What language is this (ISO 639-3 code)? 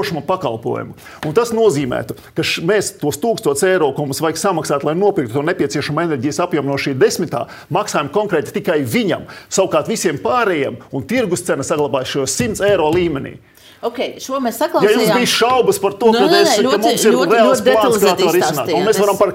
lav